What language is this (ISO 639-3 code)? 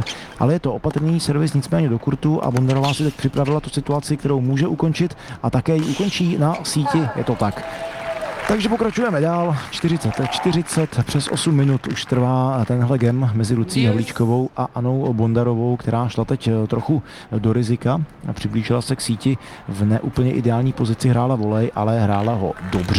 ces